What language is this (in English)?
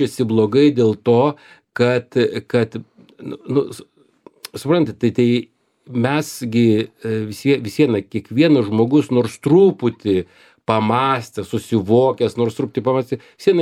Lithuanian